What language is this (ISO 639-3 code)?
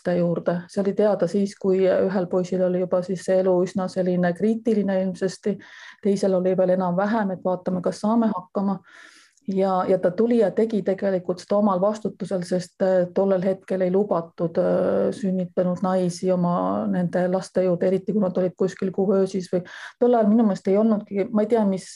est